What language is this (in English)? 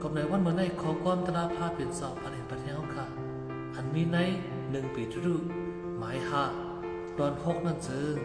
Shan